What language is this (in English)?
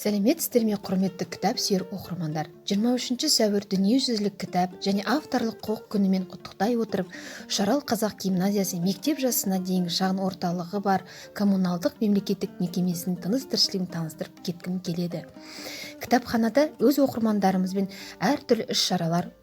Kazakh